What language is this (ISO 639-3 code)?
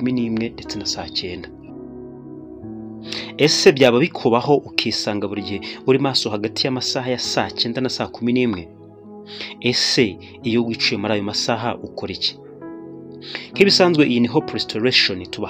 kin